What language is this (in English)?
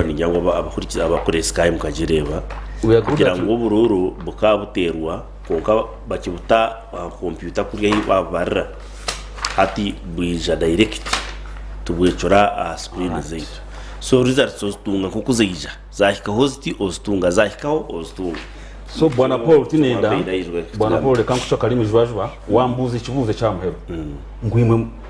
Nyankole